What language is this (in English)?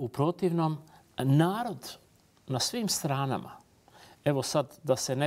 Bosnian